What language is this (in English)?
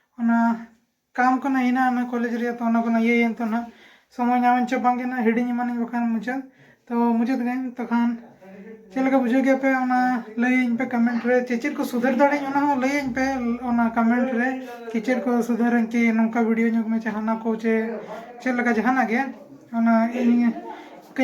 Santali